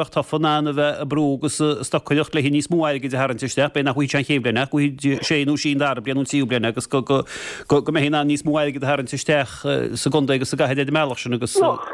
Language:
Irish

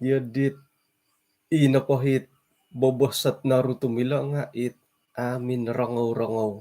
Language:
Central Dusun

